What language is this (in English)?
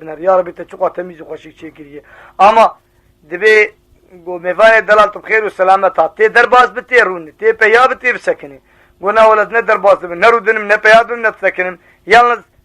Kurdish